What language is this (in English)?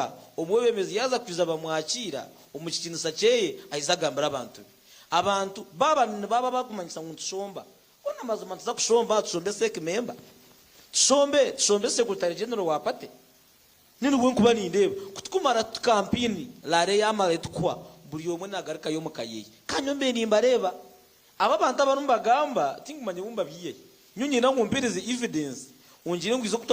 Nyankole